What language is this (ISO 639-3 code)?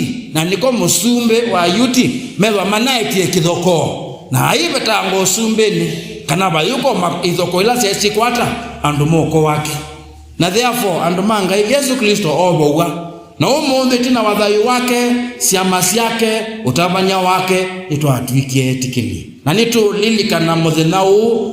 kam